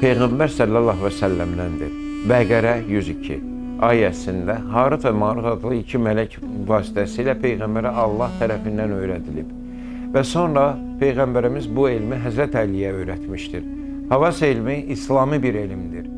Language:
Azerbaijani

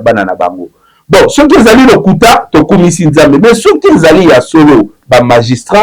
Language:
Lingala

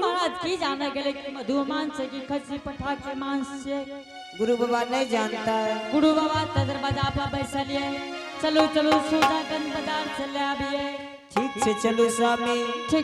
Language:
Angika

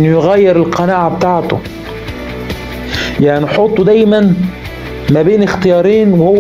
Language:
Egyptian Arabic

